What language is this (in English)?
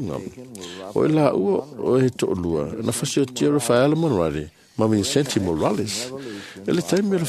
Samoan